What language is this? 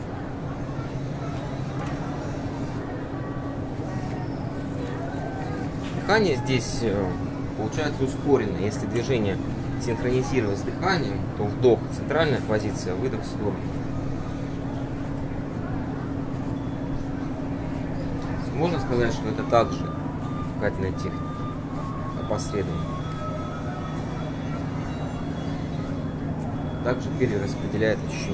Russian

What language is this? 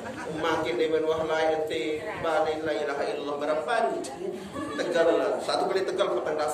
Sasak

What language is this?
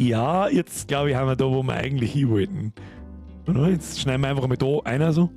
Bavarian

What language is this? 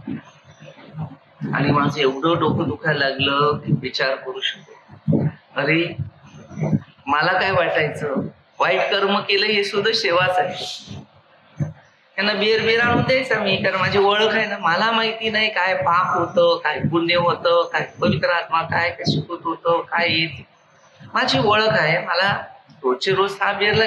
Marathi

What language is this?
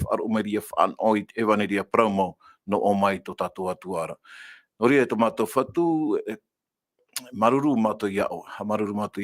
Tahitian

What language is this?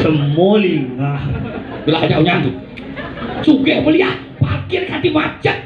Balinese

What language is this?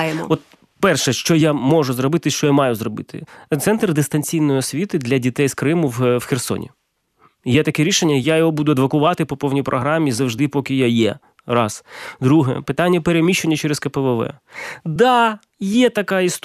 Ukrainian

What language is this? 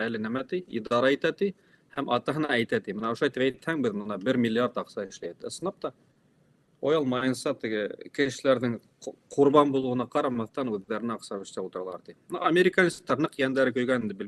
Bashkir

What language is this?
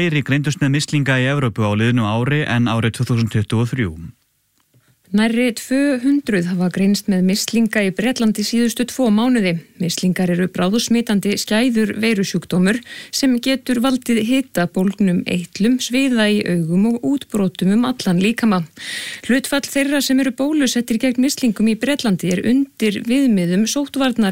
Icelandic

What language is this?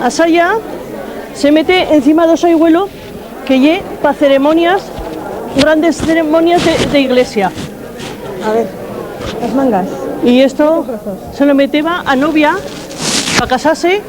Aragonese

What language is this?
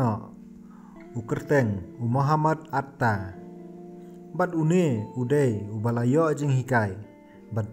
Khasi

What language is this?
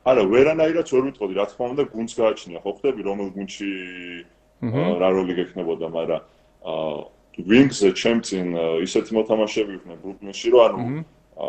Georgian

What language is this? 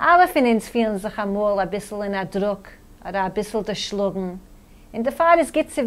Yiddish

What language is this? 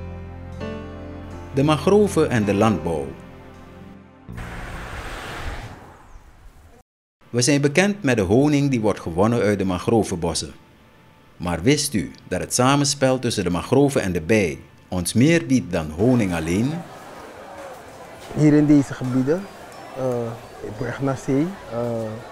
Dutch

